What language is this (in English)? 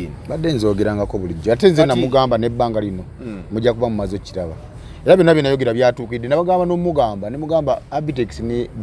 Ganda